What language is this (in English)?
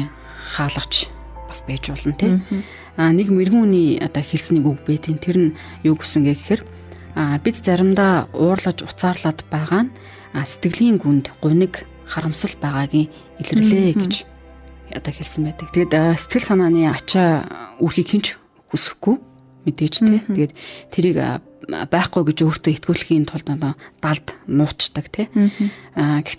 Mongolian